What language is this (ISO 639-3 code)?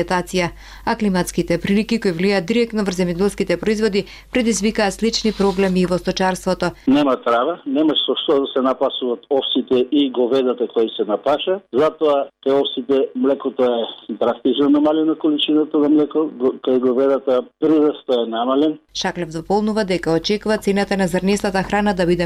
mkd